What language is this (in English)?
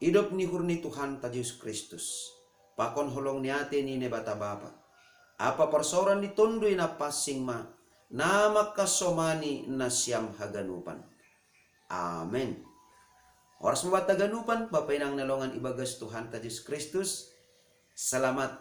Batak Simalungun